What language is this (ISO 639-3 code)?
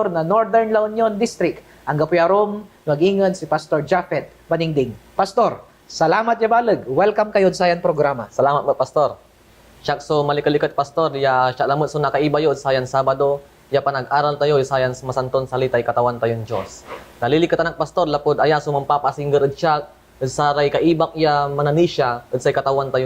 pag